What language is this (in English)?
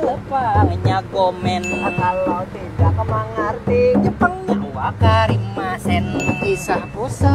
Banjar